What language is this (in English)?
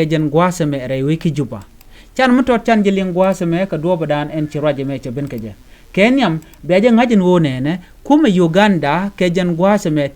Nuer